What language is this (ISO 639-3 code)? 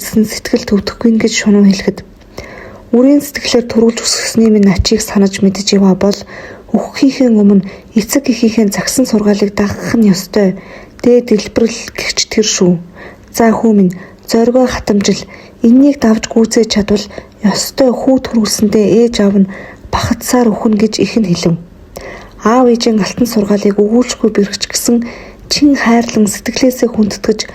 mon